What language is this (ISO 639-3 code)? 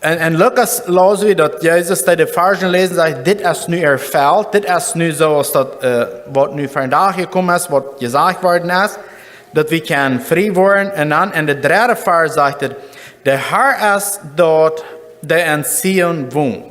pdt